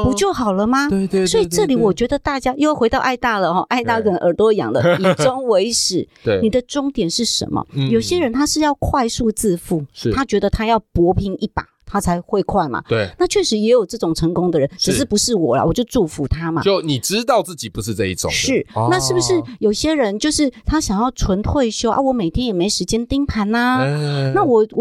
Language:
Chinese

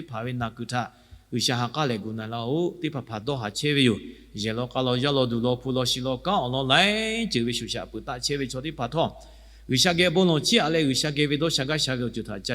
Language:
Lahu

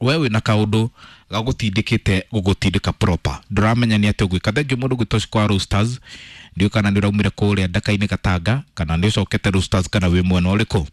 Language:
Kikuyu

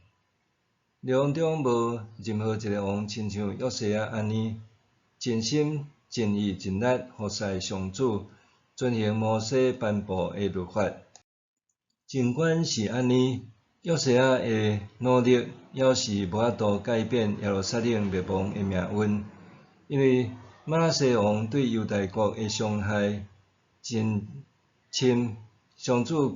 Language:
Min Nan Chinese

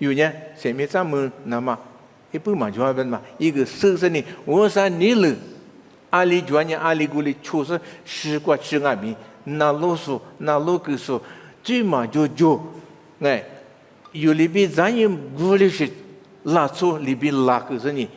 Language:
Lisu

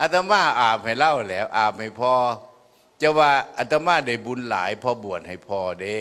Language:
Northeastern Thai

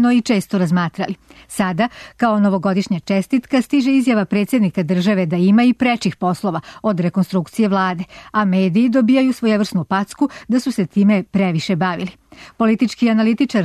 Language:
Serbian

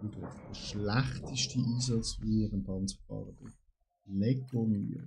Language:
Swiss German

